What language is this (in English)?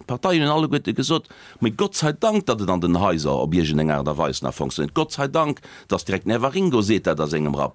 Luxembourgish